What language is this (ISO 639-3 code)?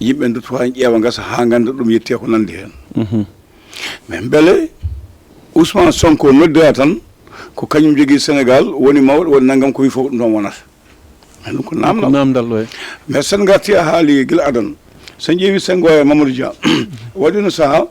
ful